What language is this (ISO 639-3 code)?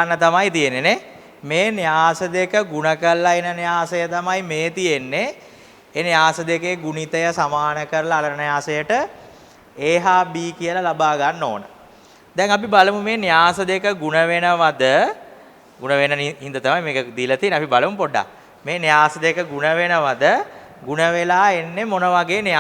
sin